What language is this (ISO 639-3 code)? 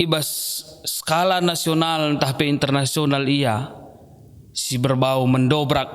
btx